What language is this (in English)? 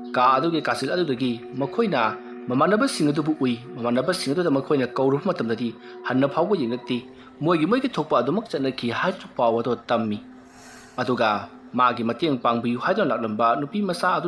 Manipuri